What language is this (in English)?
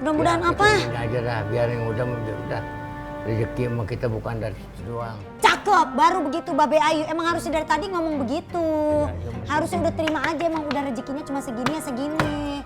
Betawi